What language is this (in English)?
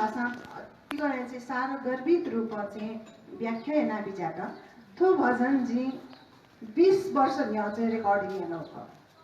Newari